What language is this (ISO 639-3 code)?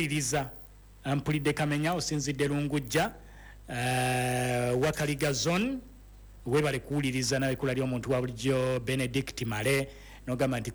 lug